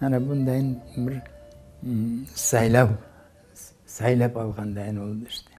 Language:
Crimean Tatar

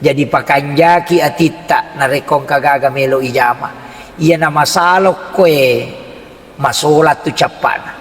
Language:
Buginese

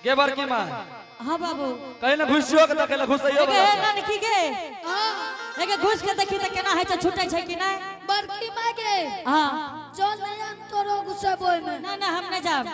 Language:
Angika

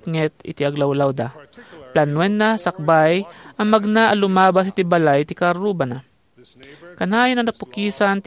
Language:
Iloko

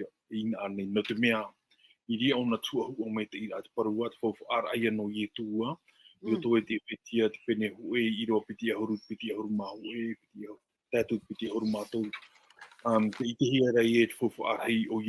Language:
Tahitian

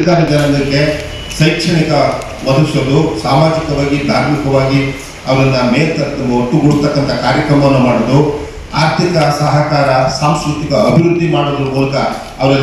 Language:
Kannada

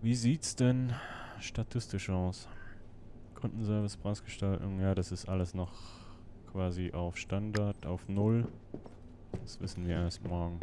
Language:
Swiss German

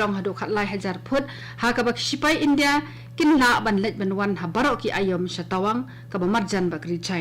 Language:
Khasi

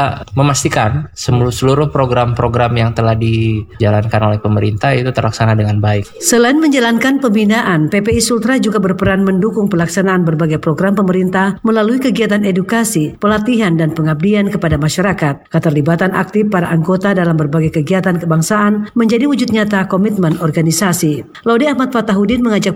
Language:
Indonesian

